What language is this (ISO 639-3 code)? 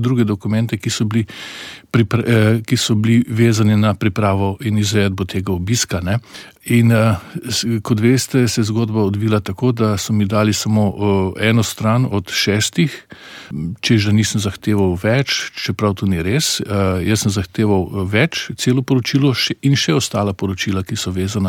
slv